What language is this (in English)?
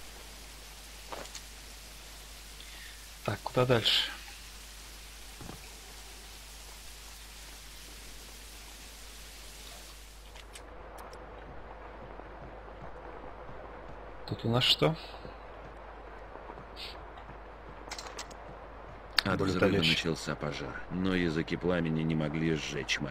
Russian